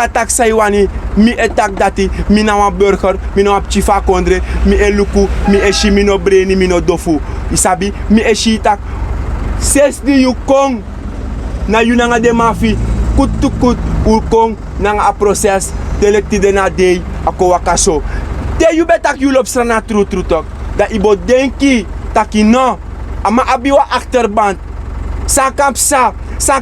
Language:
Sranan Tongo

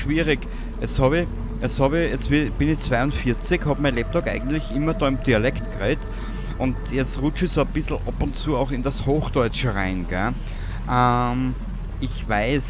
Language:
Bavarian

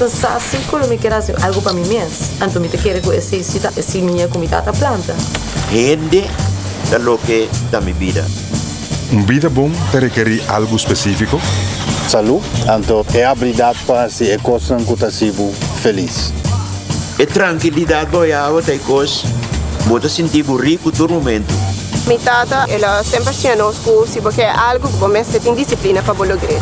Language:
Papiamento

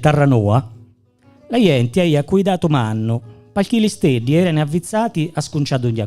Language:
Gallurese Sardinian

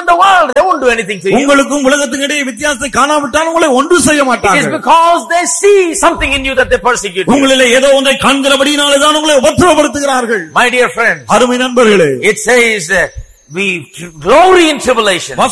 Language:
Tamil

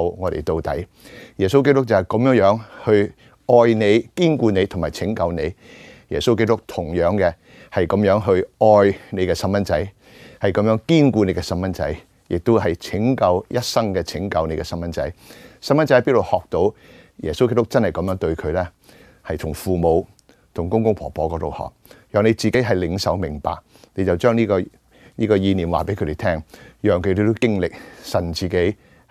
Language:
Cantonese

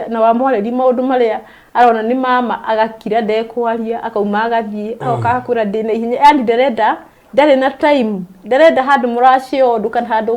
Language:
Kikuyu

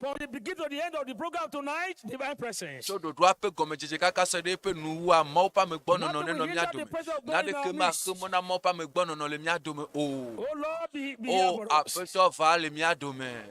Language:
Ewe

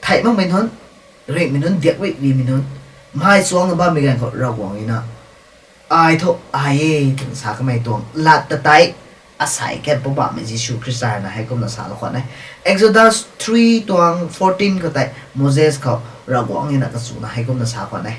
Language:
Rongmei Naga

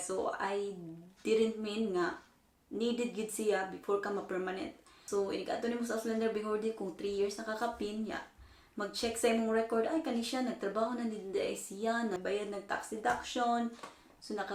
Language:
Cebuano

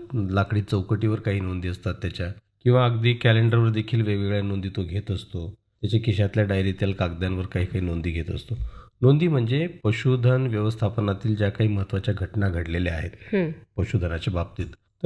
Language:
Marathi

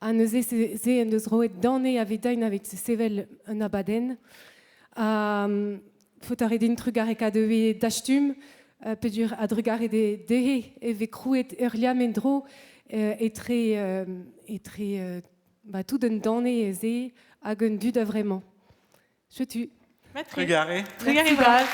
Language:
Breton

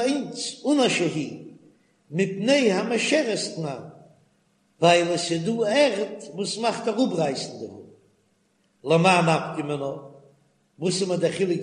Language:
Yiddish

